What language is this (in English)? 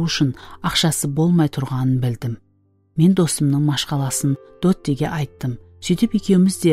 Kara-Kalpak